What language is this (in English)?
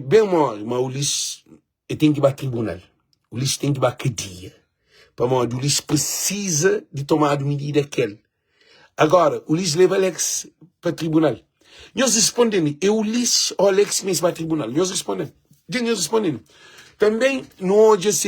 Kabuverdianu